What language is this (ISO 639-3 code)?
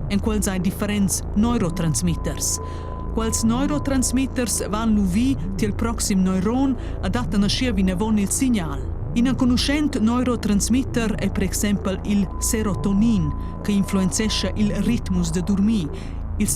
roh